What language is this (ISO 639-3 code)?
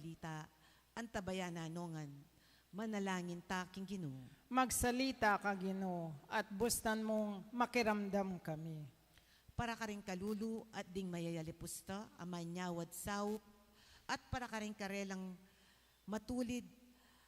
pam